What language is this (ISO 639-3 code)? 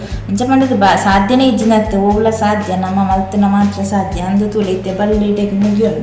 tcy